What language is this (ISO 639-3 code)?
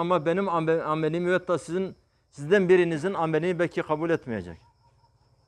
tur